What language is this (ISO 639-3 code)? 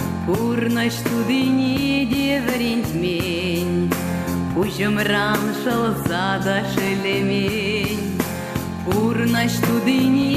chv